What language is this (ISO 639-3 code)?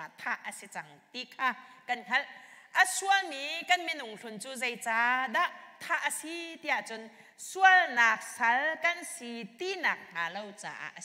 cnh